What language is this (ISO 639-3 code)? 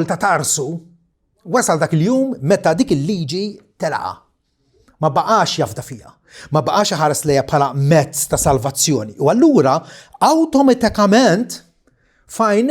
mlt